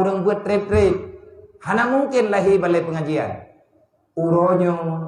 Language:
Achinese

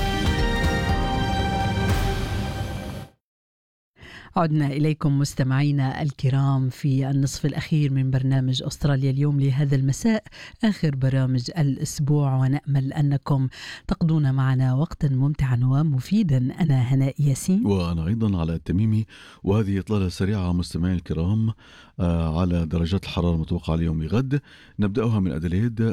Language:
Arabic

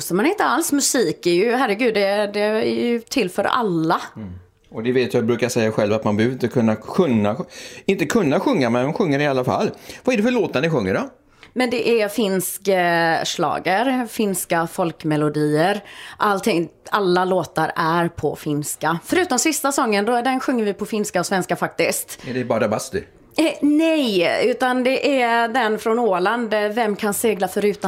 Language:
Swedish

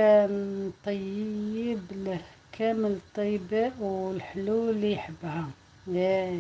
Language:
Algerian Arabic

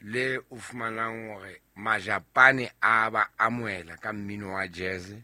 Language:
Southern Sotho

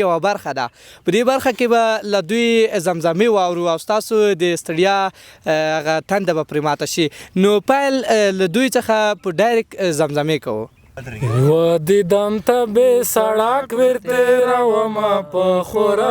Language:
Pashto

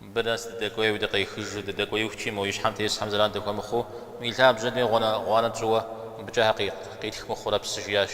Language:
Kabardian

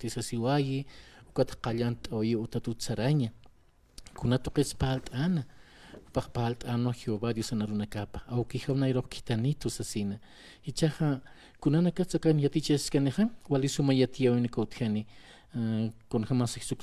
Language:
Aymara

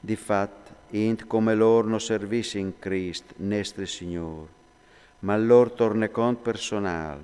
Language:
Friulian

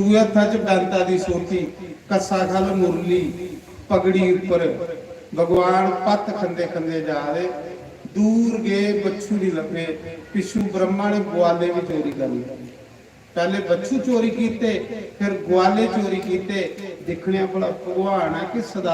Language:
Dogri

